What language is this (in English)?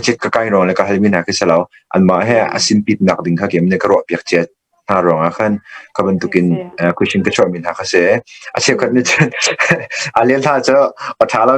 Hakha Chin